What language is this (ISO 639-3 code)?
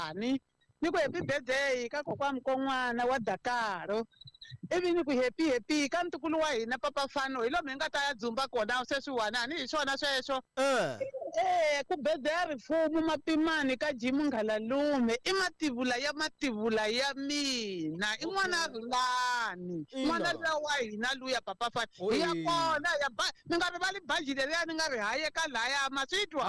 tso